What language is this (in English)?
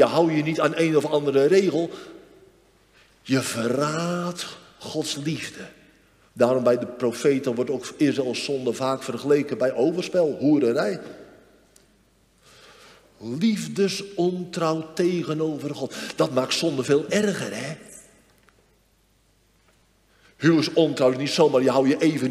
Dutch